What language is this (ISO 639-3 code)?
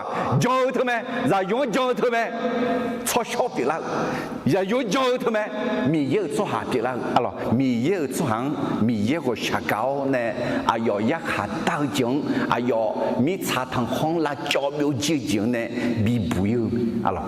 ahk